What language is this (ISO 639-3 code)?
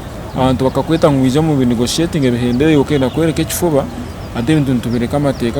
nyn